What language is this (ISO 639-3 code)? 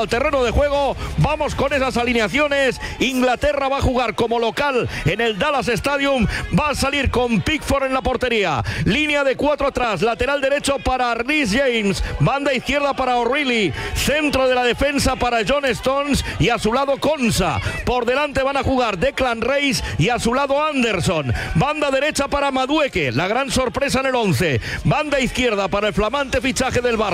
spa